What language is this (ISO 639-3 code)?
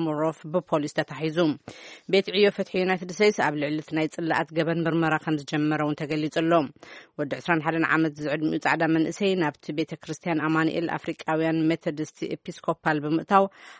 tir